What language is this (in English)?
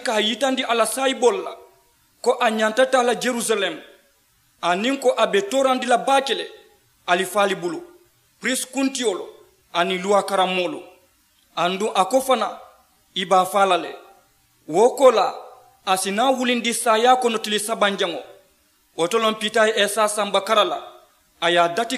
Mandingo